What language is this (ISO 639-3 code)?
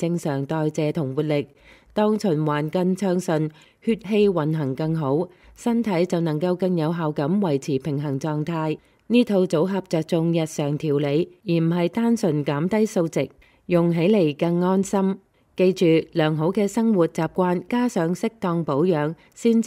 yue